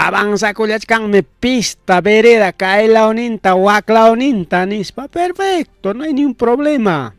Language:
Ayacucho Quechua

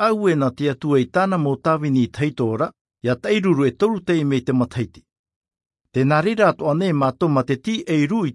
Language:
Tahitian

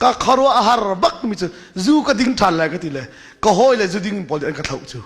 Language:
Hakha Chin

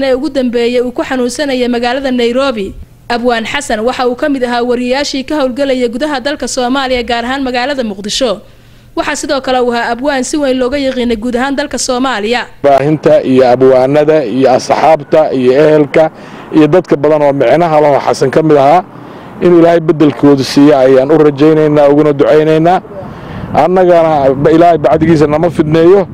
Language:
Somali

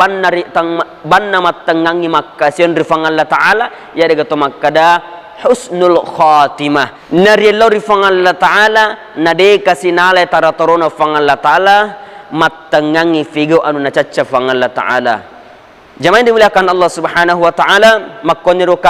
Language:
Buginese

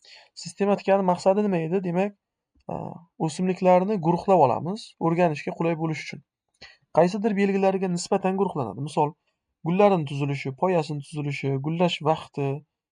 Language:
Uzbek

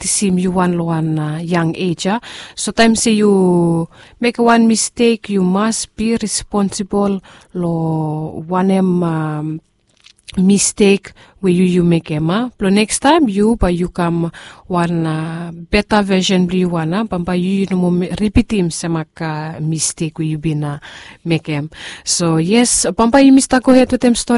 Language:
Bislama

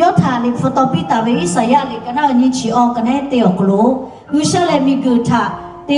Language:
Lahu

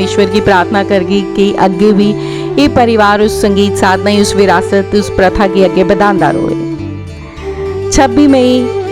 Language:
Dogri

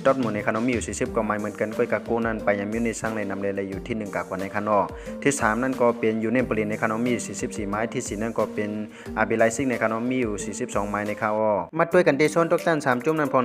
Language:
Shan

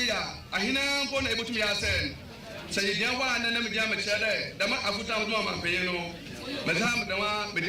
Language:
Akan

